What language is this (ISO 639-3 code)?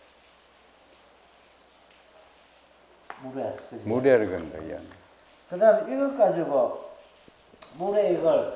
kor